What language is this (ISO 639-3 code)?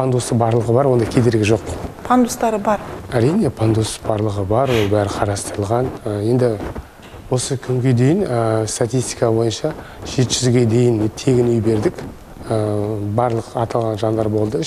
kaz